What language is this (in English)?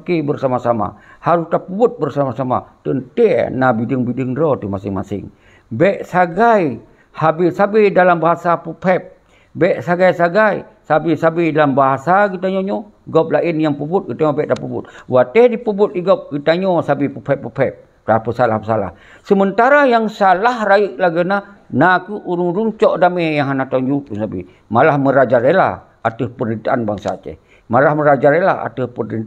Achinese